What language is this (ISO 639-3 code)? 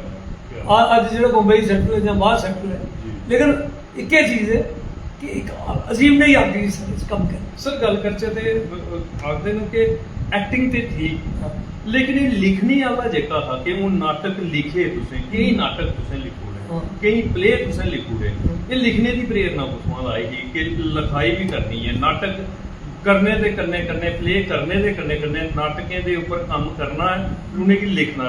doi